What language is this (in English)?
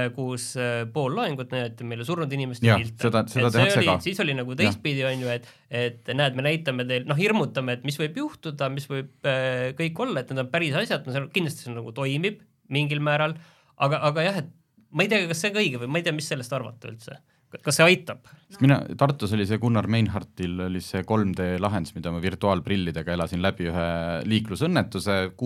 Estonian